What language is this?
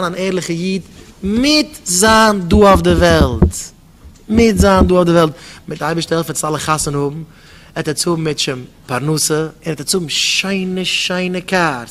Yiddish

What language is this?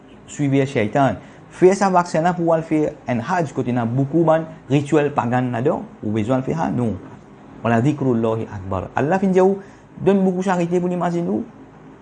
Morisyen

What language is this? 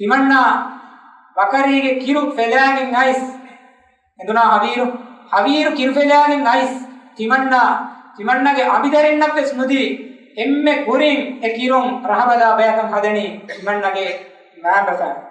Divehi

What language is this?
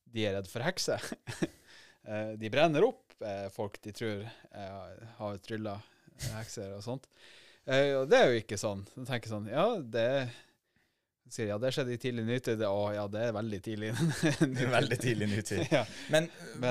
Norwegian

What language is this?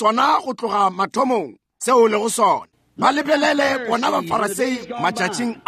Northern Sotho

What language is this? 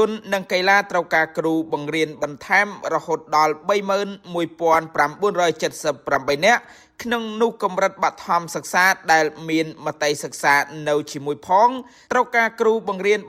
Khmer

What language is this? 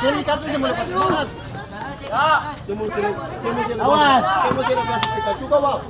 Ambonese Malay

